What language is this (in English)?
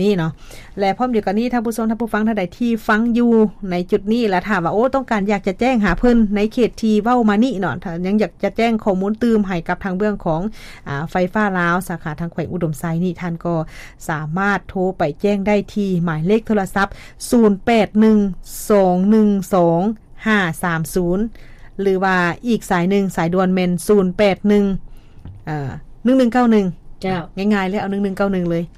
Lao